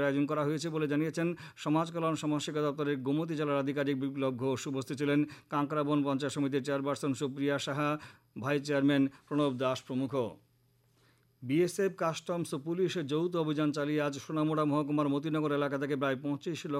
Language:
Bangla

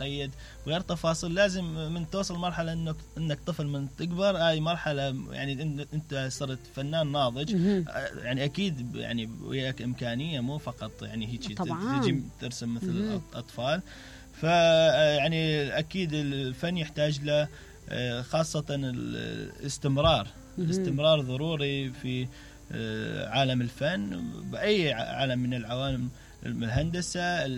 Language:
Mesopotamian Arabic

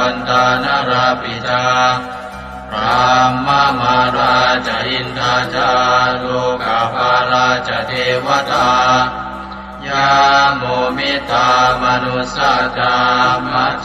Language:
Pali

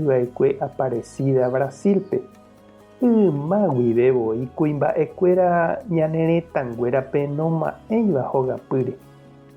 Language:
Guarani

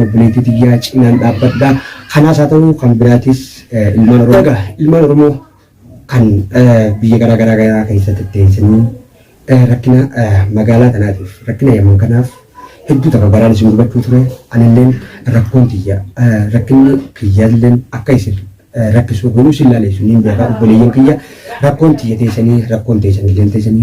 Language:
Oromo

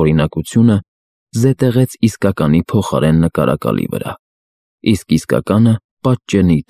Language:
Armenian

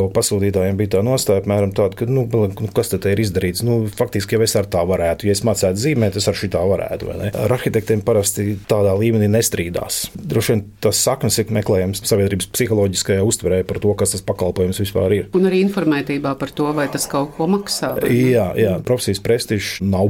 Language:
Latvian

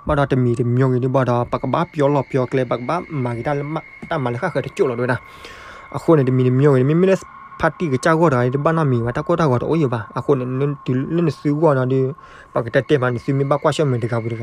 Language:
S'gaw Karen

